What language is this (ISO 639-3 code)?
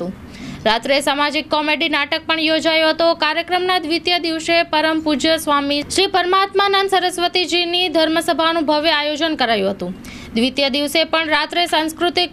guj